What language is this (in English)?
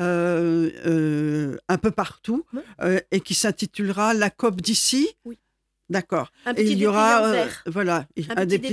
French